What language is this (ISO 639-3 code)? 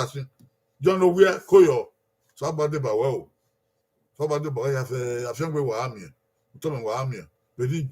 bin